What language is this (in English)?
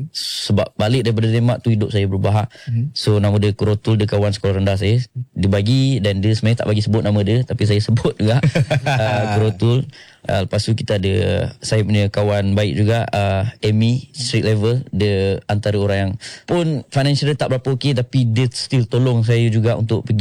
Malay